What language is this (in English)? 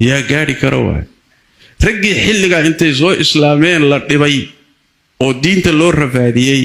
Somali